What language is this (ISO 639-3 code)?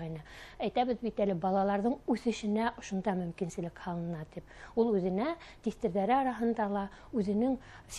bak